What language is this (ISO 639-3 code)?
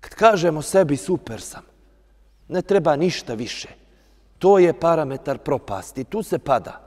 bos